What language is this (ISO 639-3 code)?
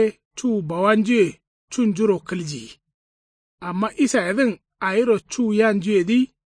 kau